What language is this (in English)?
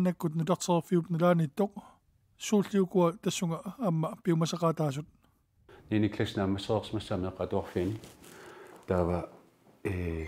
Kalaallisut